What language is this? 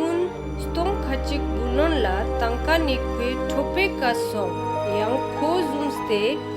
Ladakhi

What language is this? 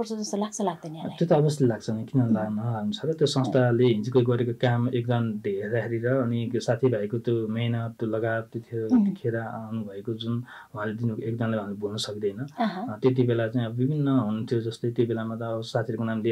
Nepali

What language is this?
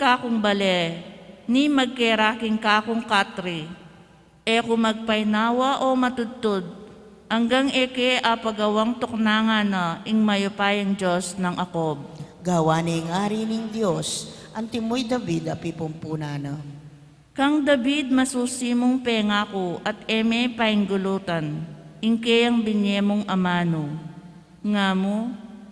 Pampanga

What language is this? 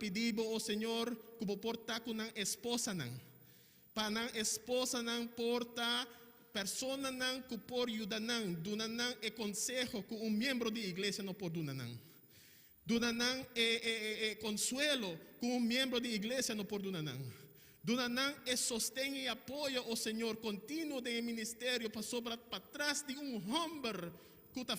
Papiamento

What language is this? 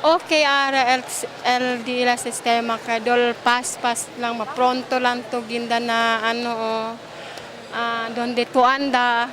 Chavacano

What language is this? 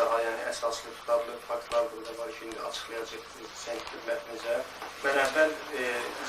Azerbaijani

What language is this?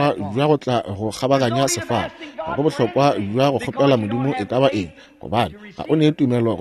Northern Sotho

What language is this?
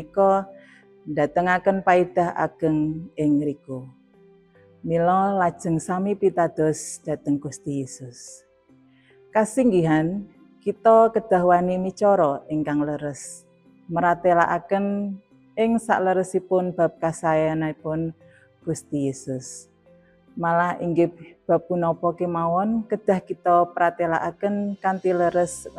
Javanese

